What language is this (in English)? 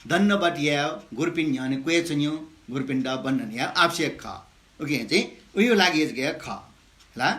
Newari